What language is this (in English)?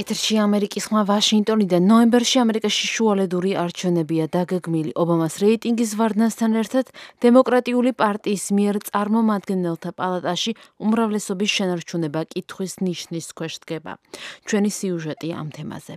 Georgian